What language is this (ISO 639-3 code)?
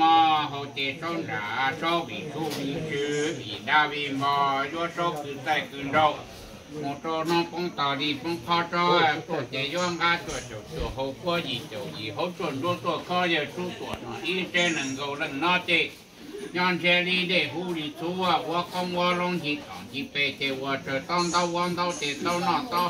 hmn